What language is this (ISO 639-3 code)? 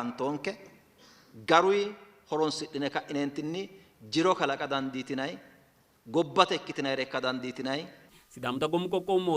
sid